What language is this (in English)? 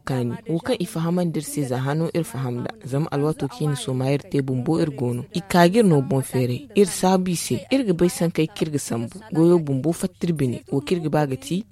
Zarma